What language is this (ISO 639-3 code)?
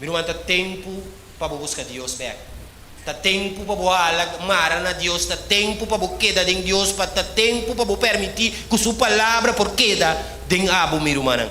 pap